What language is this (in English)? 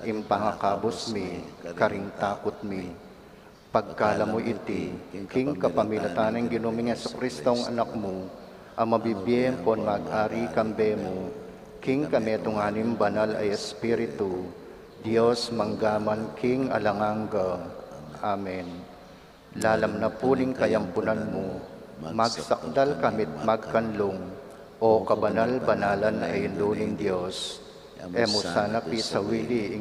Pampanga